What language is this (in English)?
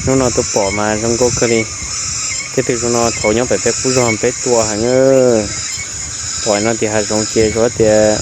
Hmong